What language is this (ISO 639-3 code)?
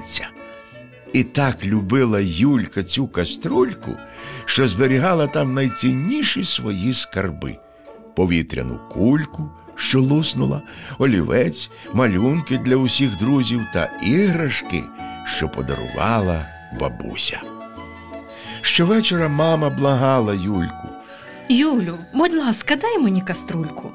ukr